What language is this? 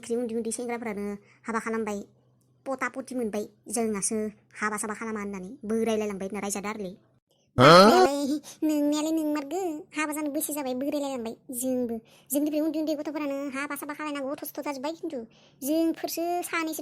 Bodo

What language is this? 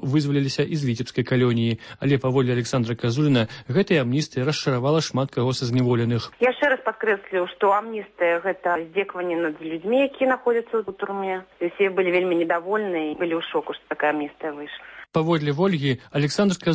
Belarusian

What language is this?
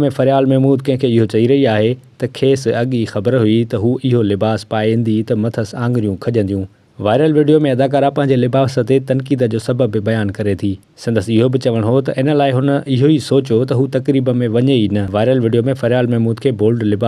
Sindhi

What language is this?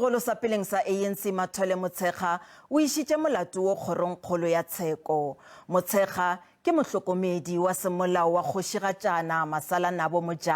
Northern Sotho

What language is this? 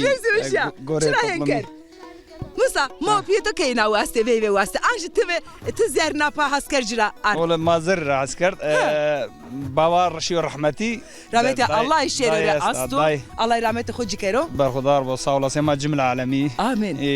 Zaza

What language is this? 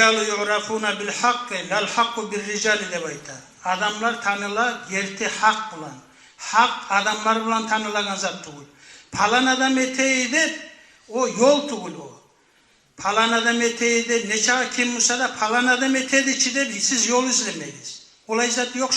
Kumyk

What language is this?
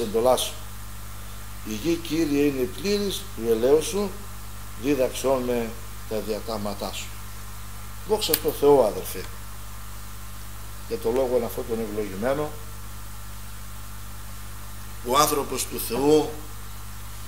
Greek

